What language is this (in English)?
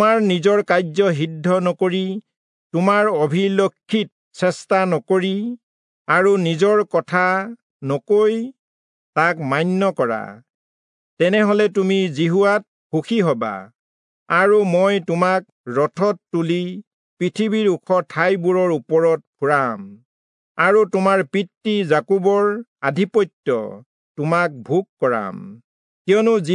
Assamese